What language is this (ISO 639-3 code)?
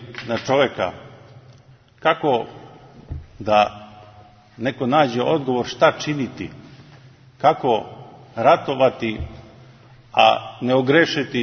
srp